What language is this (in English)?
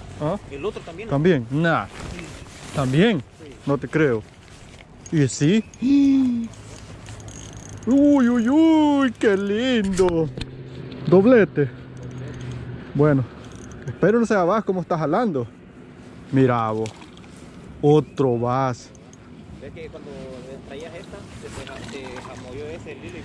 Spanish